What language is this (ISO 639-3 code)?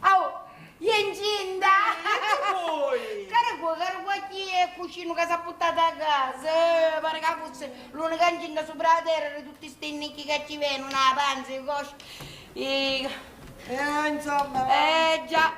scn